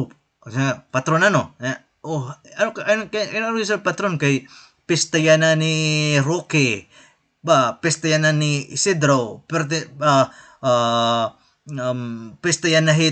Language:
Waray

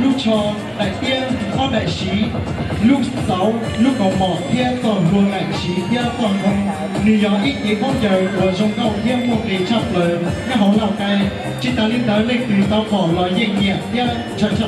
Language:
Hmong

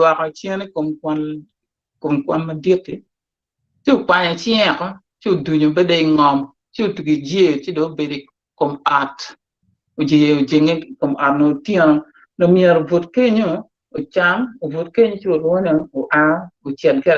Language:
Acoli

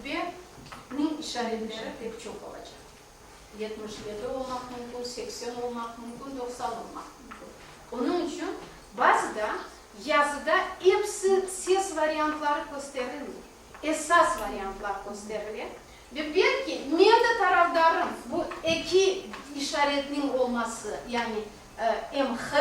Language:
Crimean Tatar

